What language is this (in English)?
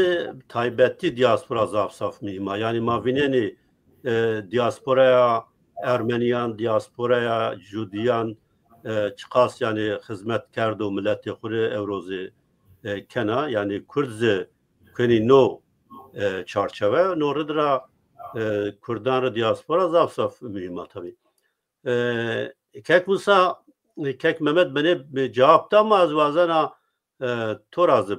Zaza